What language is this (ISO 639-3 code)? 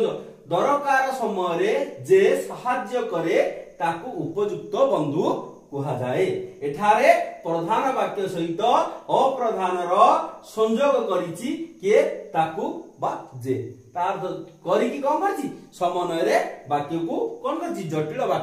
ori